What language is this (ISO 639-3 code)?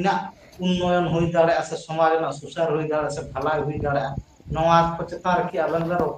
sat